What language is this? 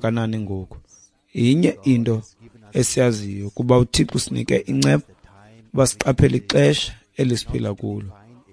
Xhosa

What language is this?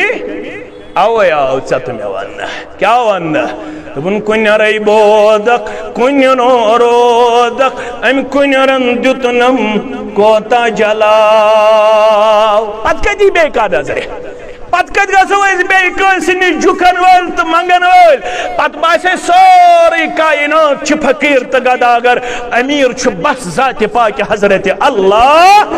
Kashmiri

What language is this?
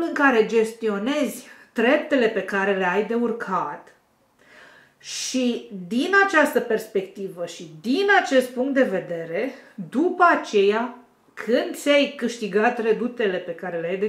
Romanian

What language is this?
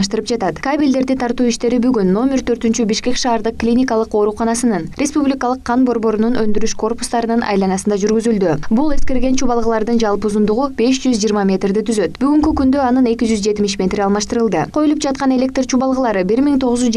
Kyrgyz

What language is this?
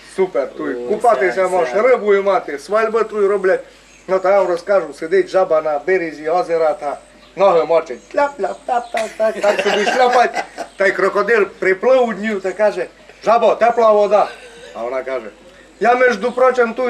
Rusyn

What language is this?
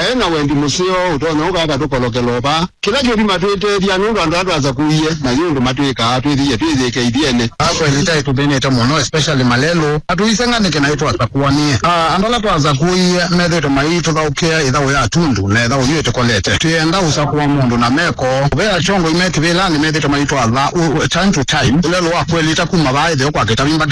Kamba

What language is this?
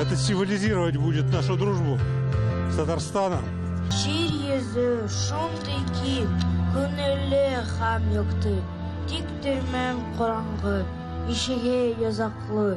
Tatar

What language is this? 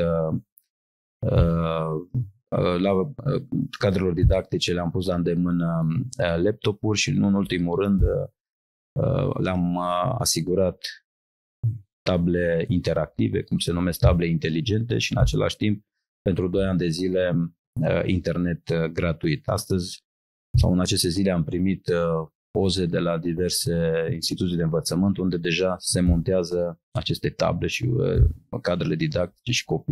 Romanian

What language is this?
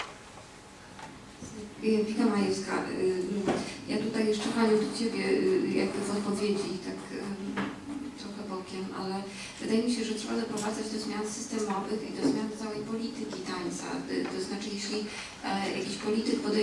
Polish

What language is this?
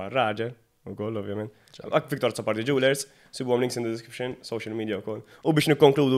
Maltese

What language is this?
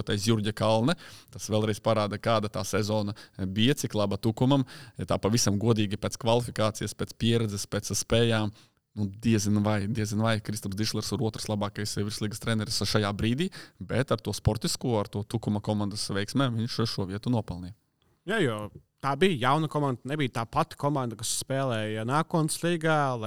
Latvian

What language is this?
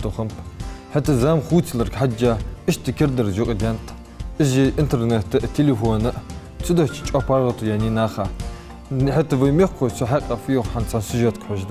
Ingush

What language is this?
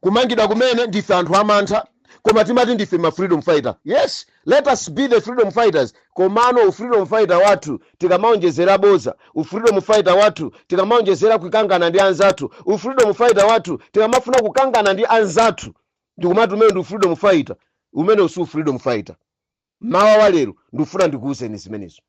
Nyanja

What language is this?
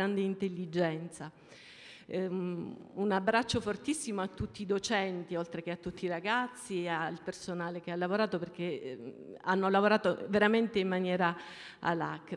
Italian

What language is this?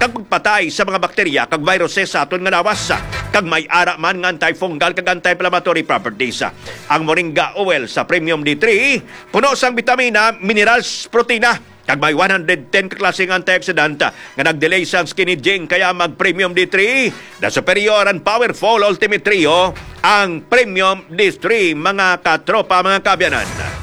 Hiligaynon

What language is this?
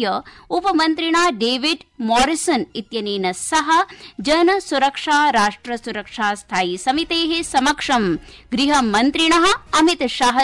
Sanskrit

